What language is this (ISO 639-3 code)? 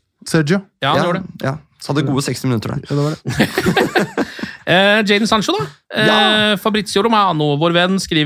nor